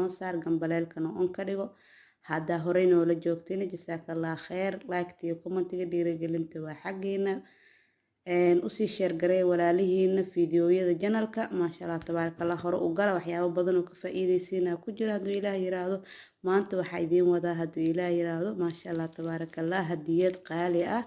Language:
Somali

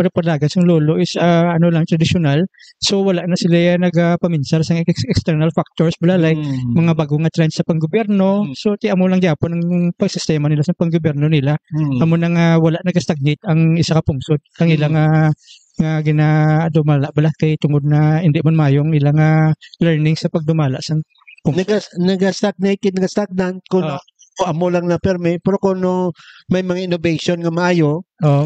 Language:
Hiligaynon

